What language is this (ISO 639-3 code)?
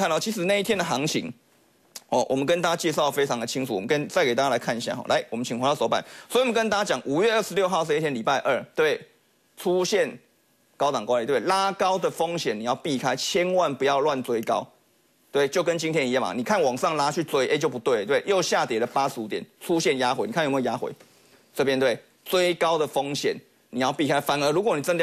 zho